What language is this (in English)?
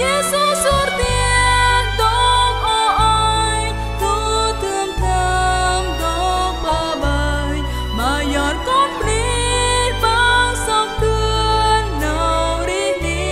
Central Mnong